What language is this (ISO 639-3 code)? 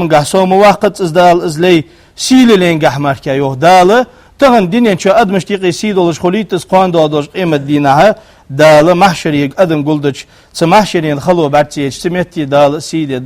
inh